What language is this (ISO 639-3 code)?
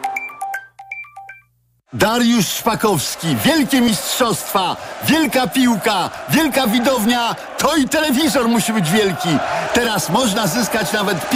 pol